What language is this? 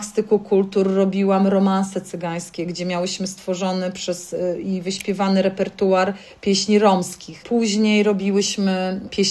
Polish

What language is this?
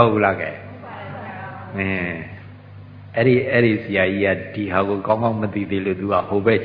Burmese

